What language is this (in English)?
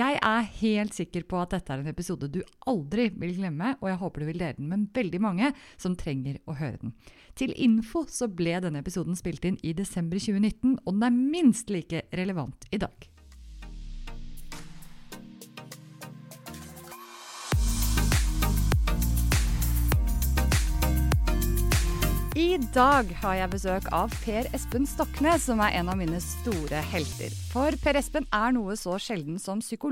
Norwegian